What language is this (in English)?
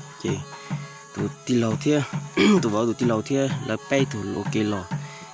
Hmong